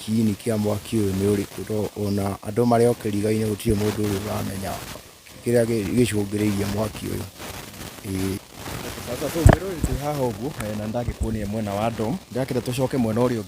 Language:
Kikuyu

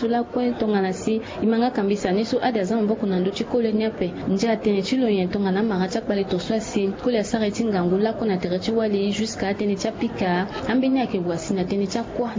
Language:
Sango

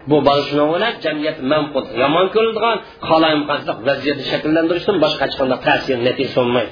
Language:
Uyghur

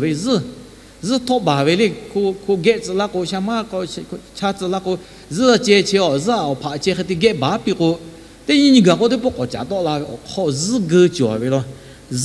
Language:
Lahu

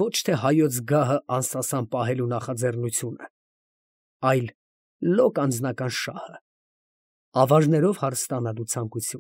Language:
Armenian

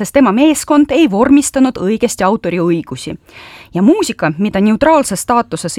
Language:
Estonian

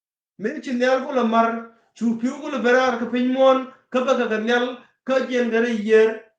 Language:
Nuer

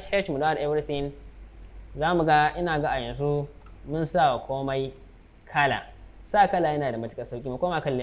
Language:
Hausa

